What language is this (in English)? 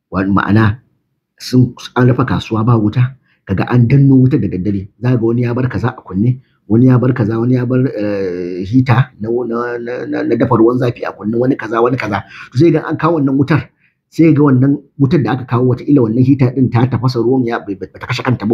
Hausa